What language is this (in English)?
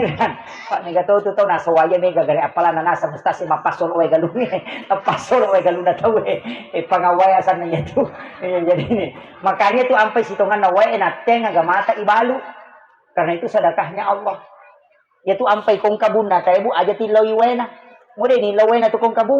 Buginese